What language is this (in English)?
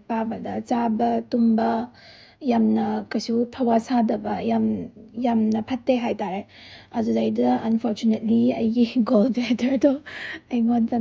Manipuri